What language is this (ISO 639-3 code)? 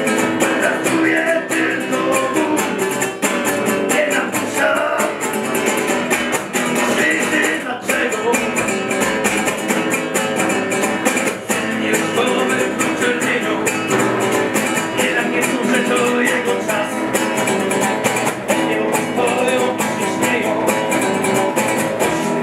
pol